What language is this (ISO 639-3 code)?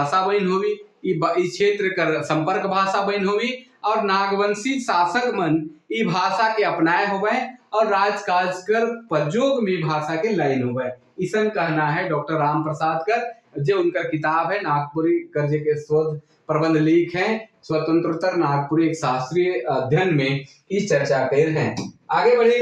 sck